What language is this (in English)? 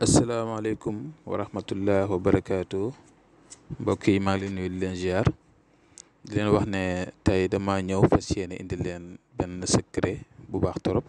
Wolof